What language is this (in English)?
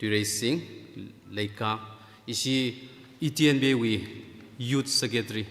Tangkhul Naga (India)